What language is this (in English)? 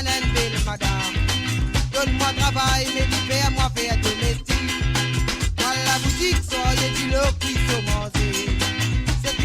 Morisyen